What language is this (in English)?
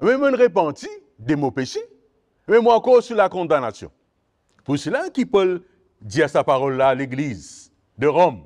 Morisyen